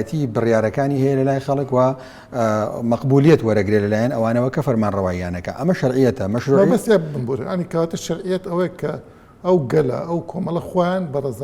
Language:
Central Kurdish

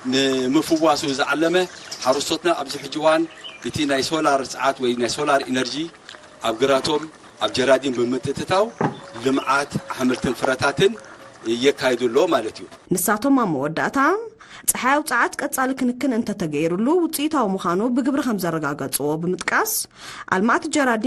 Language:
Tigrinya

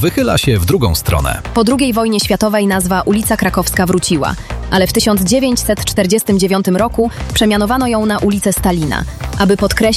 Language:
Polish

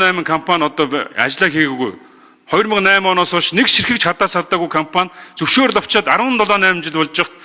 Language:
Mongolian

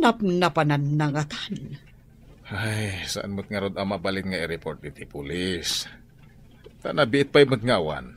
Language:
Iloko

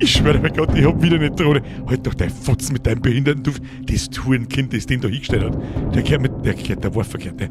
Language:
Bavarian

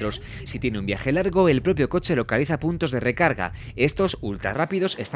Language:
Spanish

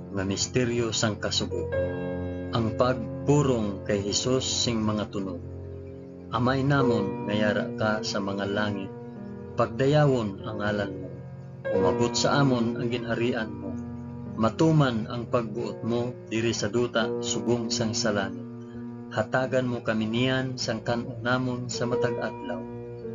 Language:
Hiligaynon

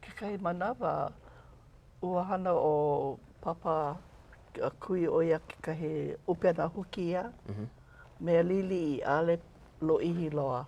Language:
Hawaiian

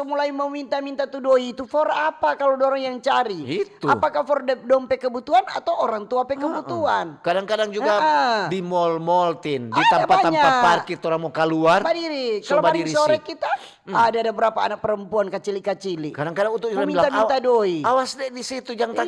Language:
Manado Malay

